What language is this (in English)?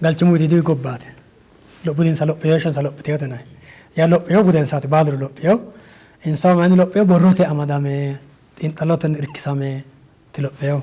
Sidamo